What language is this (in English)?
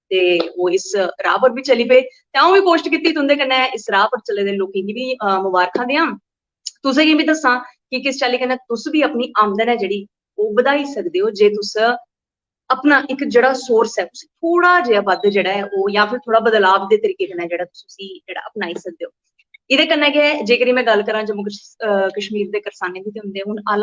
Dogri